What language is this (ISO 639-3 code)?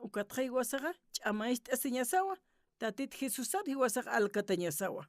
aym